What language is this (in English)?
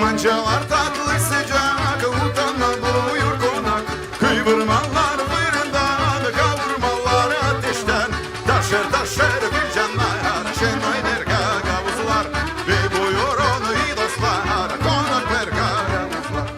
Gagauz